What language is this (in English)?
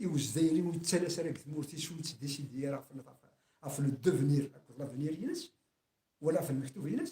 Kabyle